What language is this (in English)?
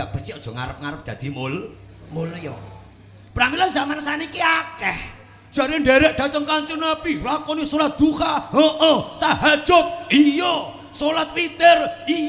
Javanese